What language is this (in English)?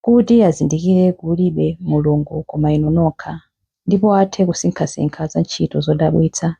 Nyanja